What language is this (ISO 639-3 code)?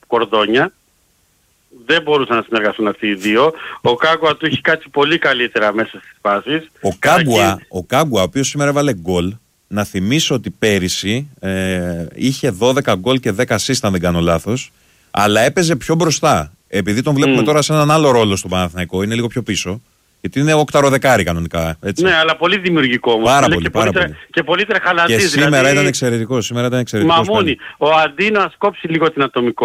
ell